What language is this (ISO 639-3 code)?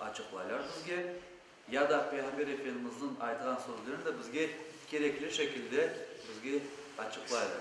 crh